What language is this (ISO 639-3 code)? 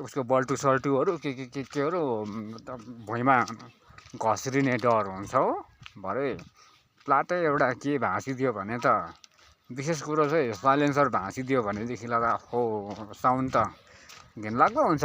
nep